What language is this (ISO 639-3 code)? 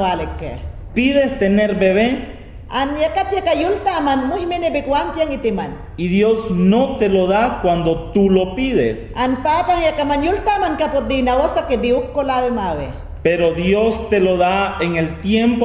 yan